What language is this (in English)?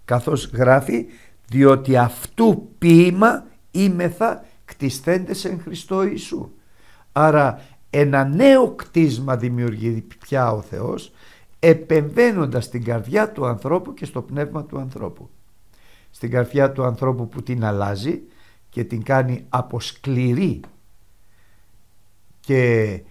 Greek